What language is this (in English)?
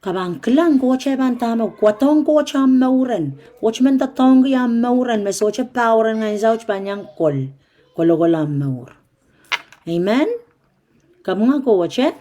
Pohnpeian